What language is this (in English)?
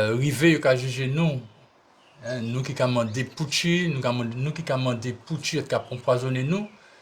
Guadeloupean Creole French